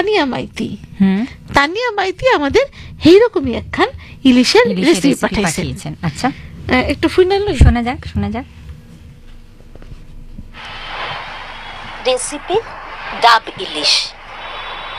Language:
Bangla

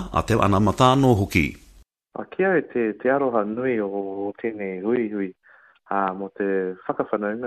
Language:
Māori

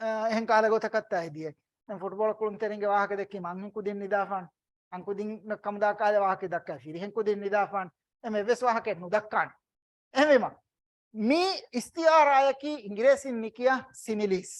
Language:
Divehi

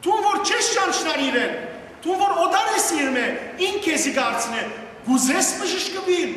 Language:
Western Armenian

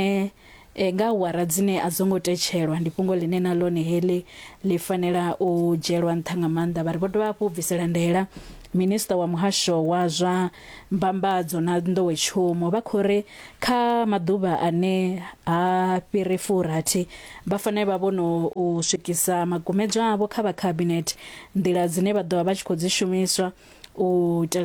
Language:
Venda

